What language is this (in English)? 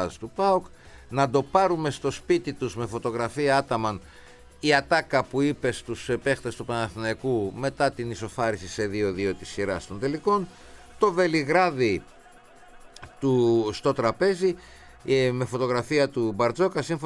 Greek